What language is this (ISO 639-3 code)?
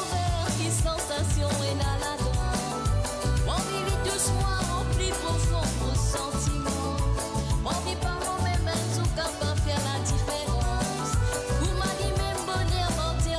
mfe